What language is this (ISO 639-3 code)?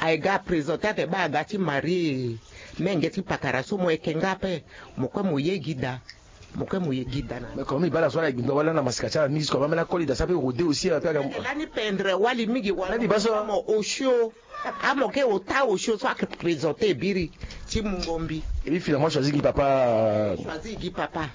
sag